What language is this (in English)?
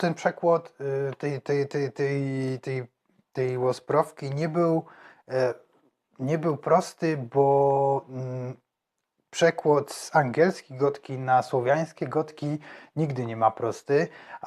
Silesian